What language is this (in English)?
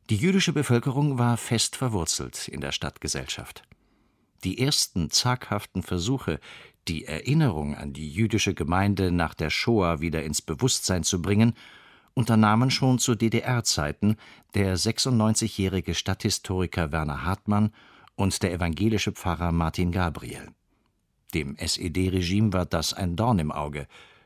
German